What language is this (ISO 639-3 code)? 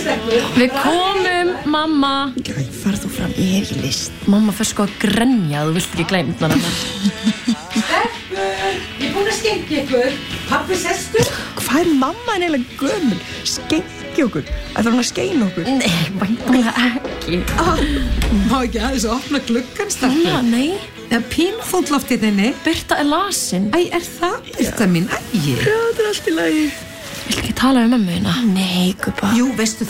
isl